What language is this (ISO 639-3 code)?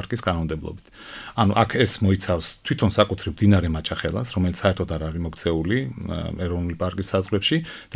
kat